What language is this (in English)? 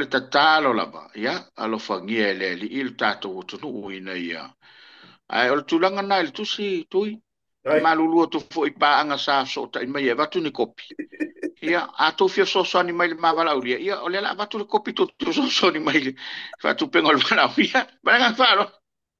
Samoan